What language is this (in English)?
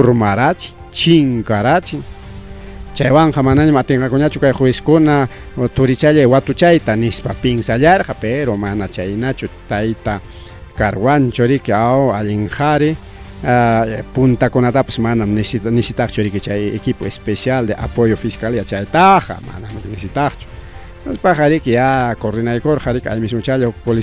Ayacucho Quechua